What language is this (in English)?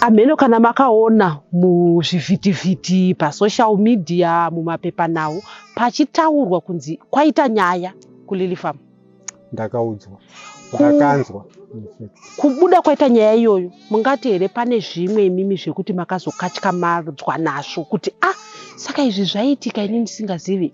Shona